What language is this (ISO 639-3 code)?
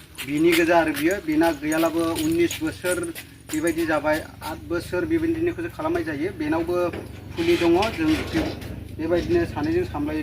brx